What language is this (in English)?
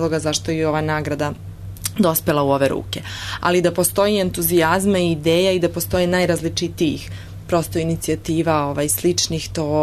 Serbian